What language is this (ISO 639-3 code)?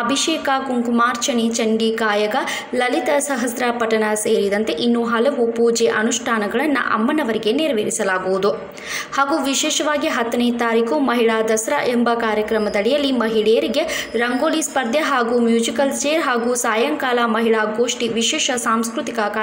kan